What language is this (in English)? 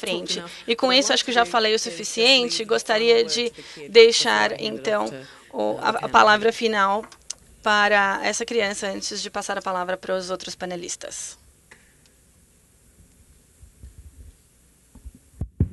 Portuguese